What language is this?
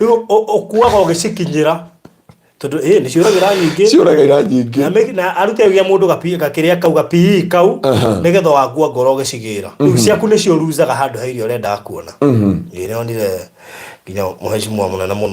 Kikuyu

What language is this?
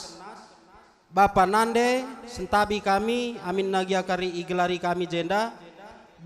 Batak Karo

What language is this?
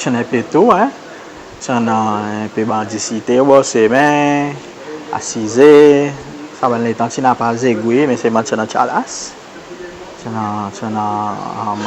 Seselwa Creole French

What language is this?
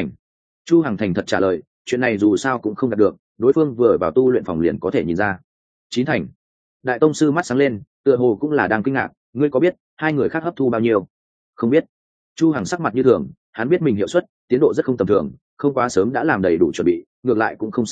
Vietnamese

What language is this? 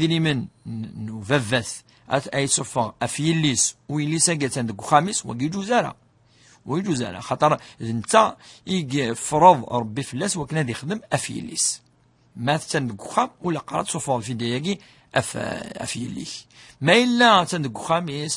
Kabyle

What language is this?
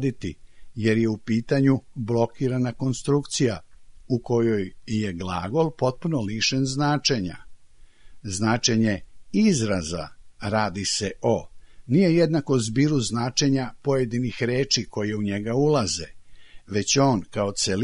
Serbian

